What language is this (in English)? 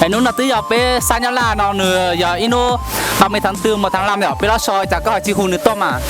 Hmong